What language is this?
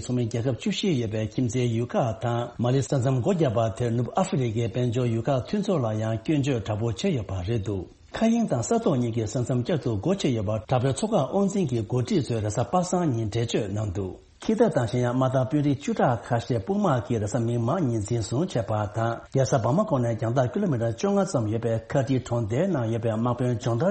Tibetan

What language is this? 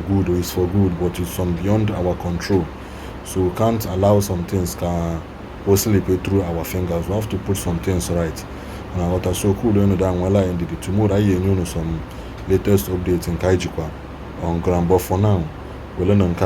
Igbo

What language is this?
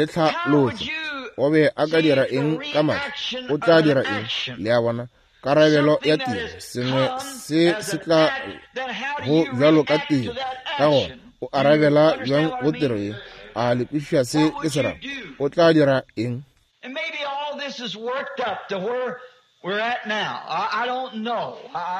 Northern Sotho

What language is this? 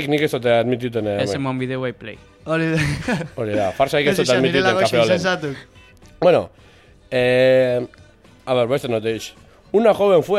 Basque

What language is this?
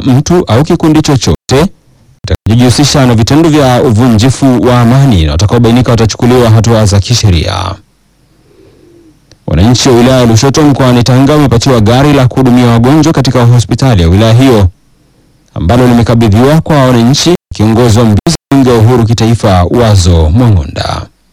Swahili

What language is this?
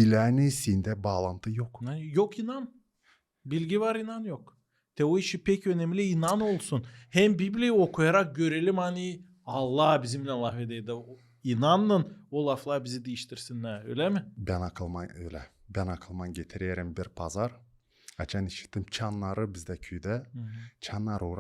Gagauz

